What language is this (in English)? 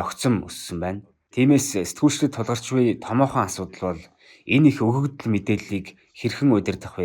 Mongolian